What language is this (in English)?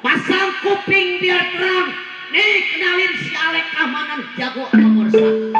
Betawi